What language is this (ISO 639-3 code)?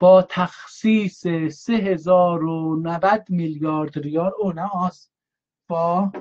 azb